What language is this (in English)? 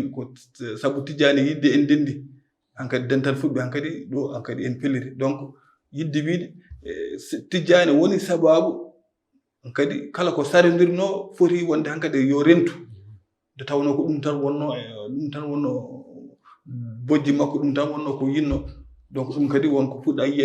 Fula